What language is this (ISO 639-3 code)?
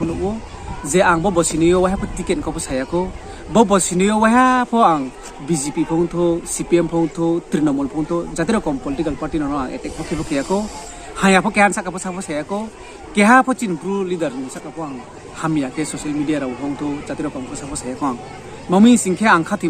ria